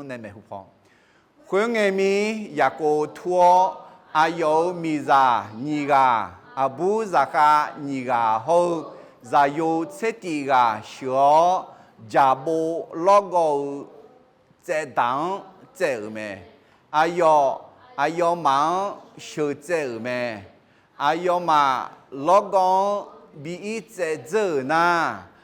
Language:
Akha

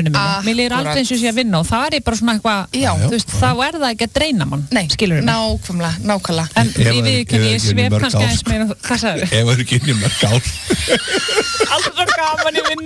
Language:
Icelandic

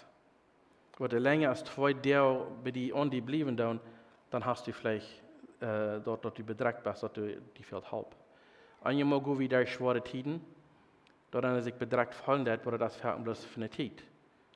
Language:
Plautdietsch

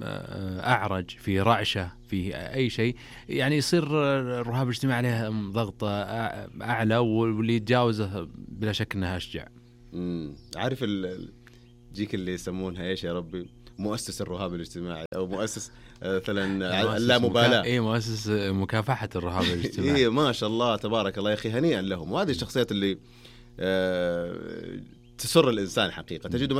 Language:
Najdi Arabic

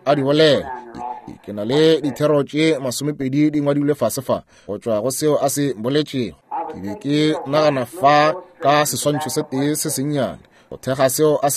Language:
Northern Sotho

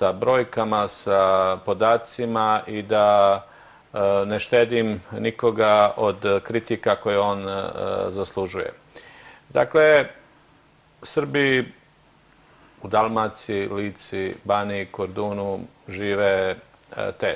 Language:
Serbian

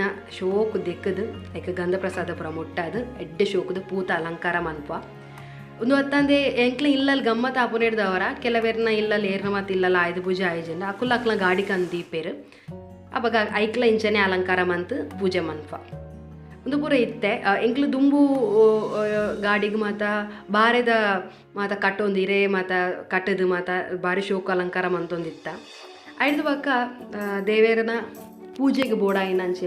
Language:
Tulu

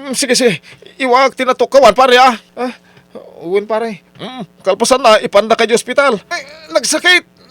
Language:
Iloko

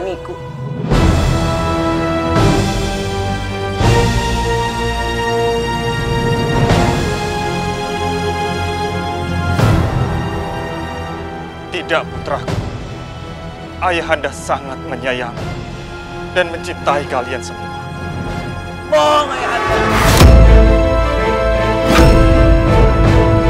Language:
Indonesian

